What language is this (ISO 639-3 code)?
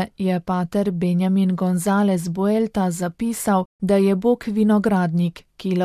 slv